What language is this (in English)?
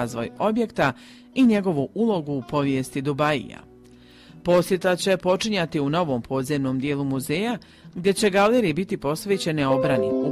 Croatian